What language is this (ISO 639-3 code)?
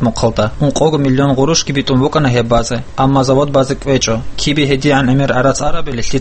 ava